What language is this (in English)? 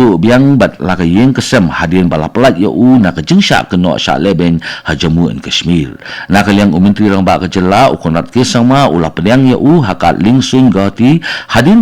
Khasi